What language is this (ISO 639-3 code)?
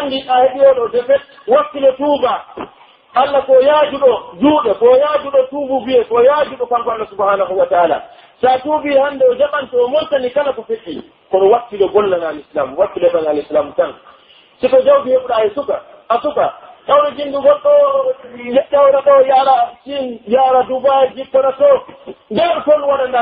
fuf